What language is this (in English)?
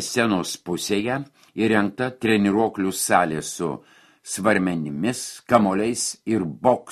Lithuanian